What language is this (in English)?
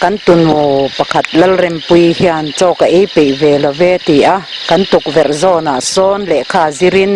Mizo